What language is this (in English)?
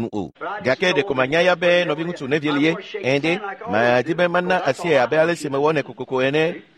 Ewe